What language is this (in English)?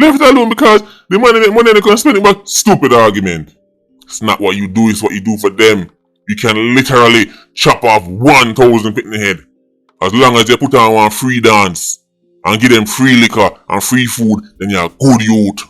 Jamaican Creole English